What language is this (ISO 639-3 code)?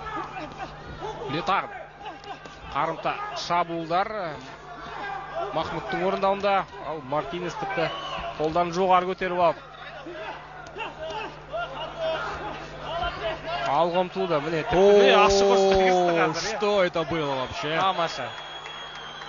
kaz